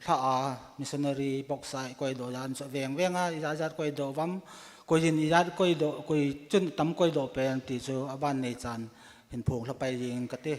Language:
Thado Chin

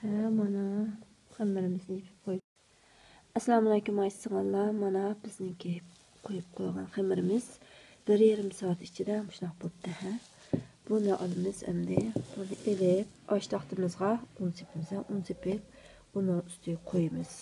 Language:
Uyghur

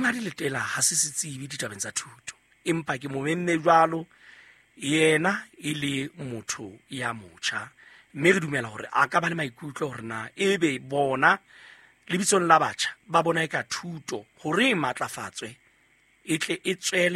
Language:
Southern Sotho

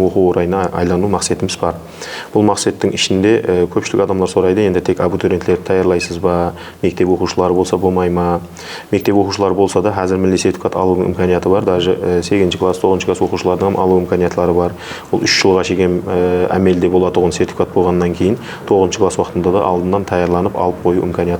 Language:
Kara-Kalpak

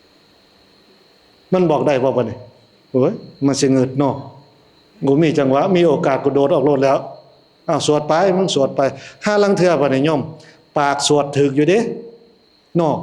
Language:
Northeastern Thai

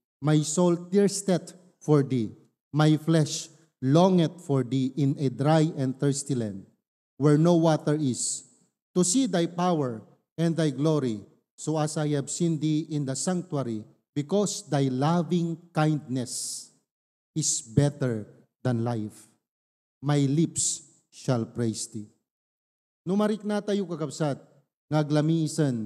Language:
Iloko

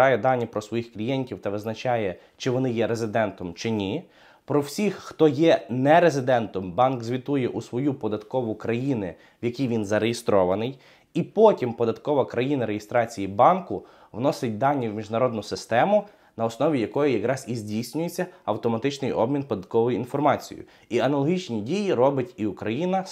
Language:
Ukrainian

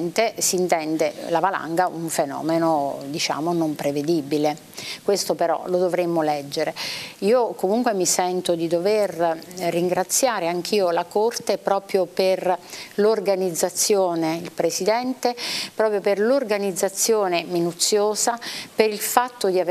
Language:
Italian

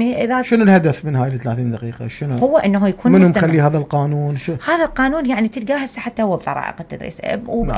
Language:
Mesopotamian Arabic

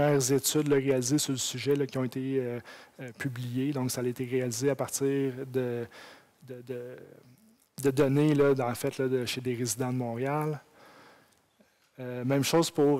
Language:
French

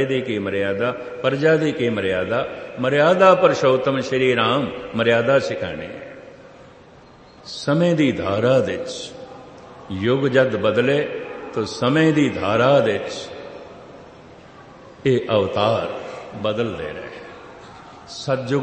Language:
Punjabi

